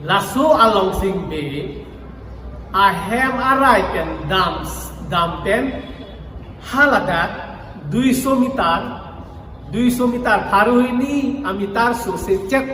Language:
Karbi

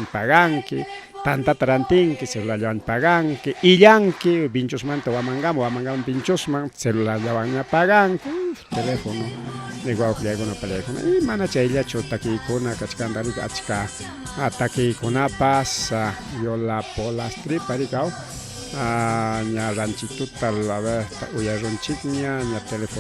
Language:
Ayacucho Quechua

